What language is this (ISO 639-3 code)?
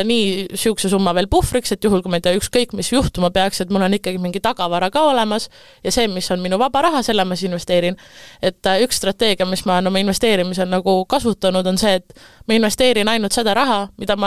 est